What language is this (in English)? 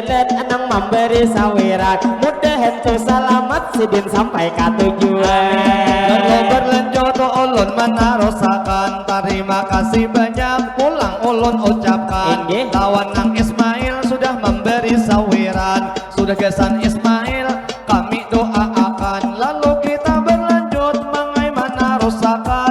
Banjar